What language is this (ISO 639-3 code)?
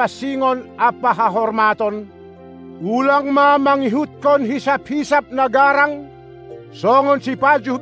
bts